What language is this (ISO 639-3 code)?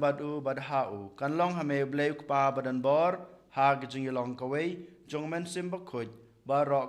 kha